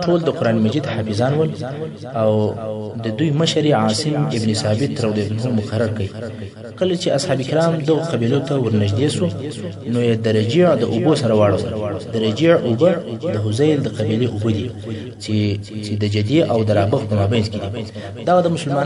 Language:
Pashto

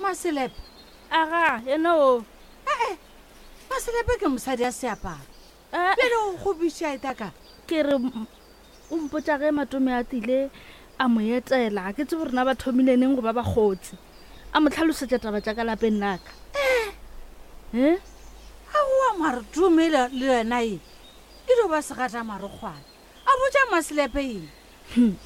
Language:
Northern Sotho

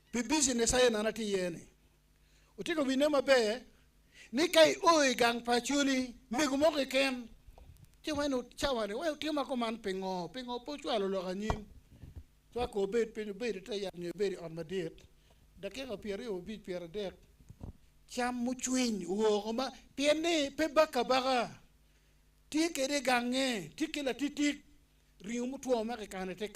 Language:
Acoli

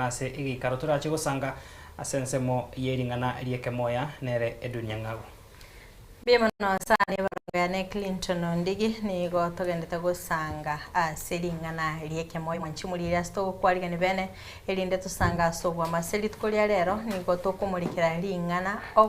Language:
Gusii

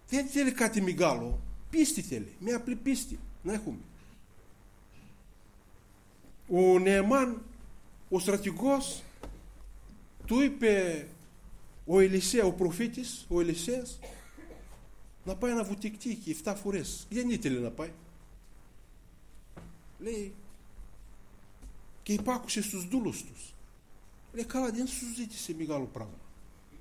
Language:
Greek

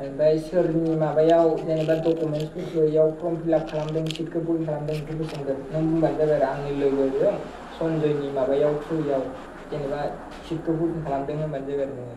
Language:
Bodo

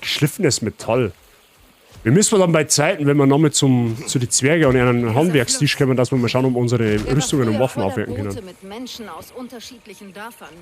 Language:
Bavarian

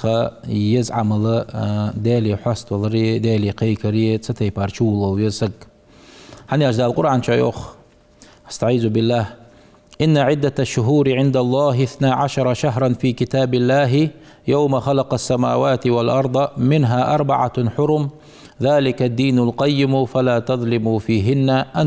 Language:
Ingush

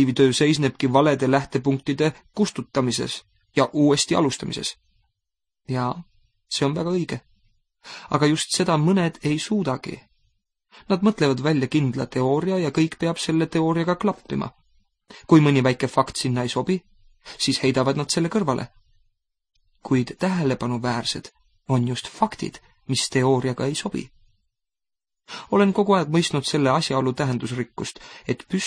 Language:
Estonian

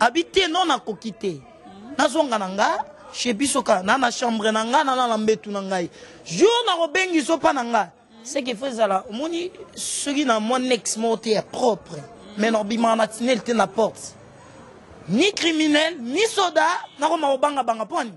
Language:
Lingala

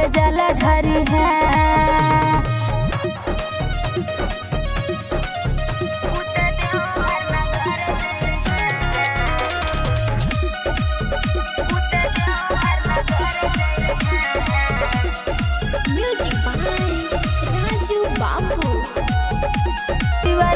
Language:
Bhojpuri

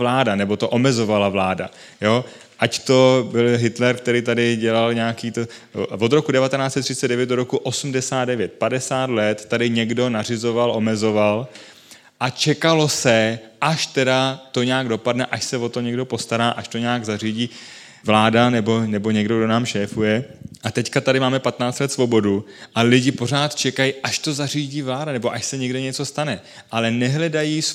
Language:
Czech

